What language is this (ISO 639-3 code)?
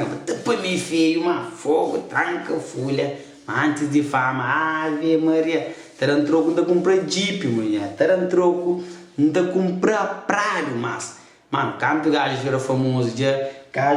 kea